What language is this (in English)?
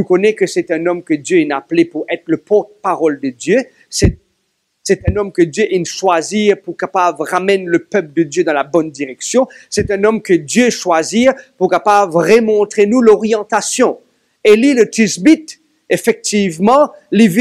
Morisyen